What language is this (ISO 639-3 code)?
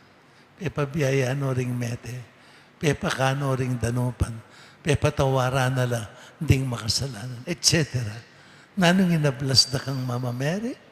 pam